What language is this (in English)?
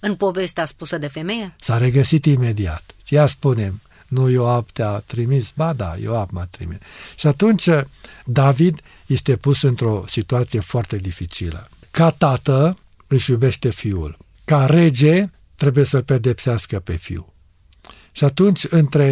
Romanian